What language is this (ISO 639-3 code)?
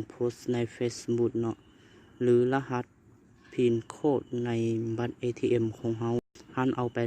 lao